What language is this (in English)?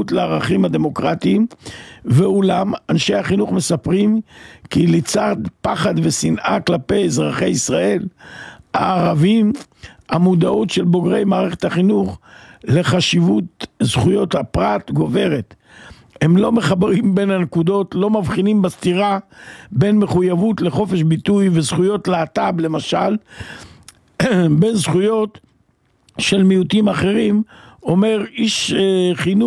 Hebrew